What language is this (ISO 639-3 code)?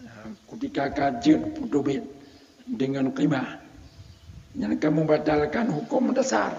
ace